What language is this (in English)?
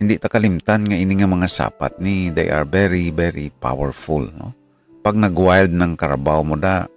Hiligaynon